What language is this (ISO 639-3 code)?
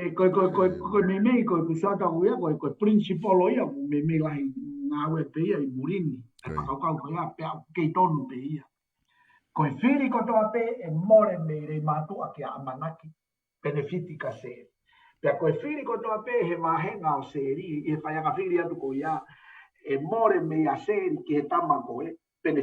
ton